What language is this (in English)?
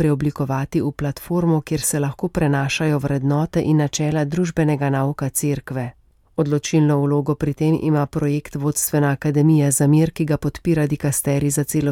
Slovenian